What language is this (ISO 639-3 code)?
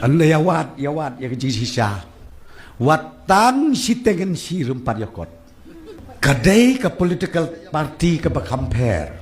kha